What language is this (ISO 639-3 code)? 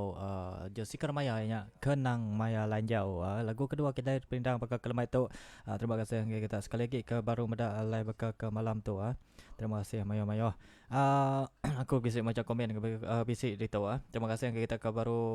iba